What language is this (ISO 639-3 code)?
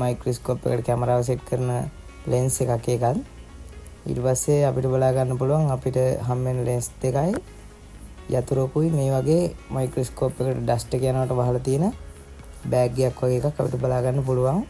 sin